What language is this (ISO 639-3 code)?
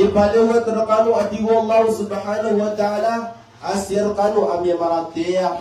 mrw